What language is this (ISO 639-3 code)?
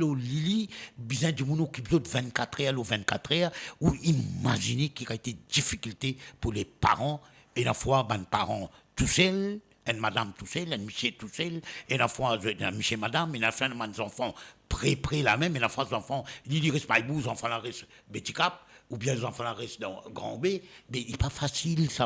mfe